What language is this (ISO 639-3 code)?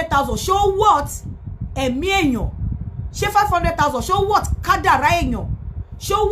yor